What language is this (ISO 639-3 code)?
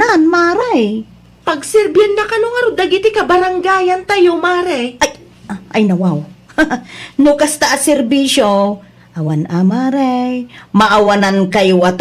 ilo